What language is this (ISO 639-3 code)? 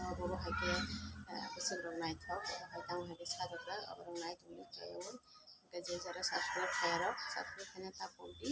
trp